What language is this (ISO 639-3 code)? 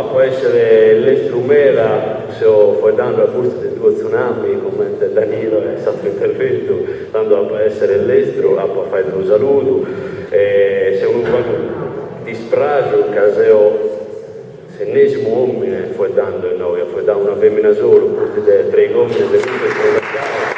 srd